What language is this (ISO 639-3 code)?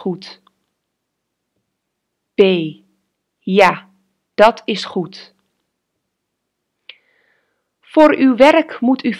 nld